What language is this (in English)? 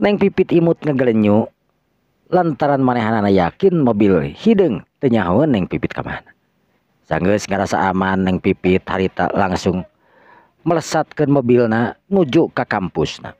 Sundanese